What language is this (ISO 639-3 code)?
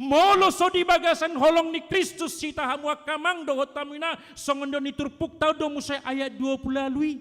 bbc